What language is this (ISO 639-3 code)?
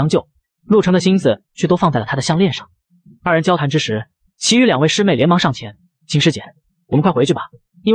zho